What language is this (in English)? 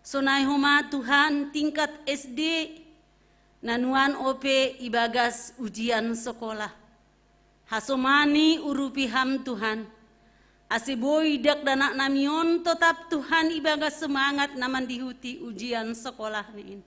Batak Simalungun